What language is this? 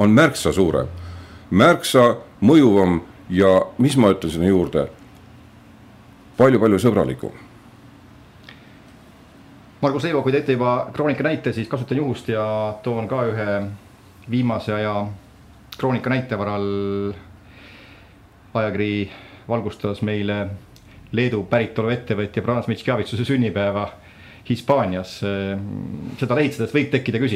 Estonian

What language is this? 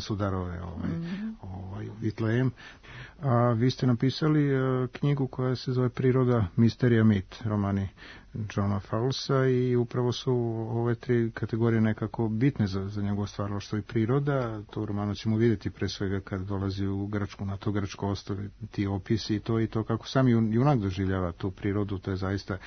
Serbian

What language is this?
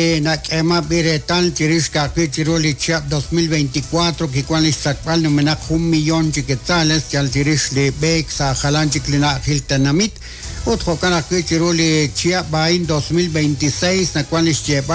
Kekchí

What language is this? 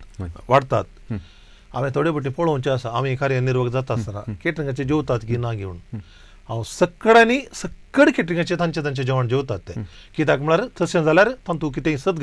Konkani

